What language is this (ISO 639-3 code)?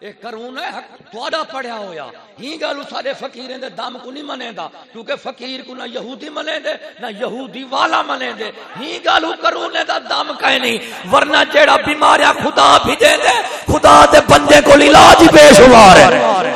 skr